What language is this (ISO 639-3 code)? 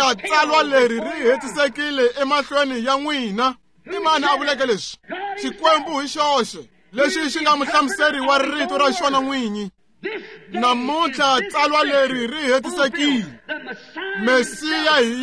tso